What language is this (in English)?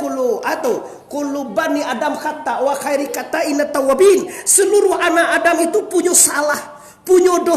Minangkabau